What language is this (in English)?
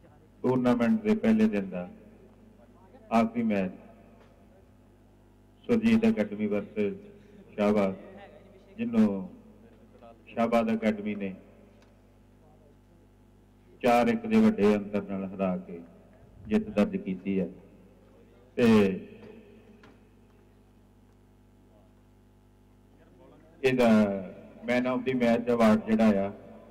Punjabi